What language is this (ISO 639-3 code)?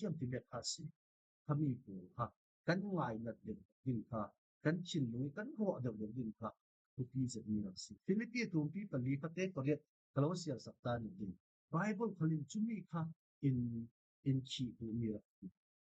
cfm